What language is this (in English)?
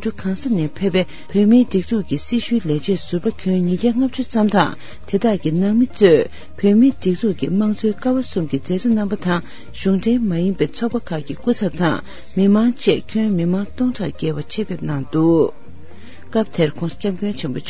Tibetan